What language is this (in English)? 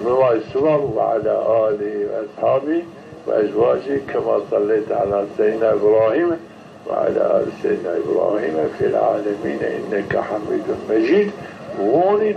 Zaza